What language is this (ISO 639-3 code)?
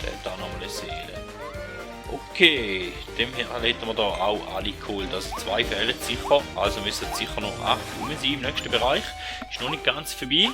gsw